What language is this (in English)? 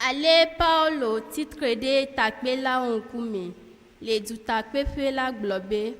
Ewe